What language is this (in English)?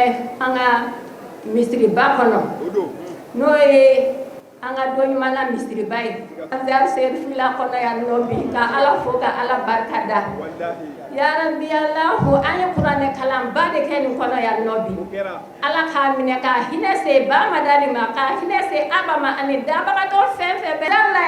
Bambara